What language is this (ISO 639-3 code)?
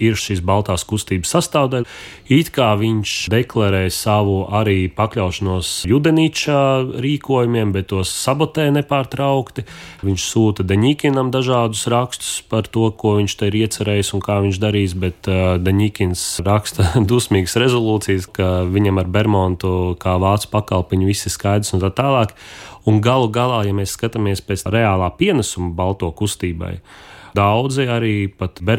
lav